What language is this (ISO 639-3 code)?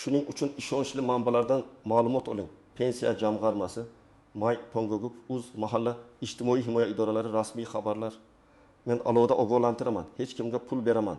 uzb